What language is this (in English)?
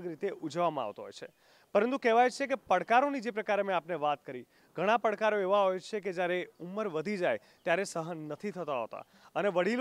Gujarati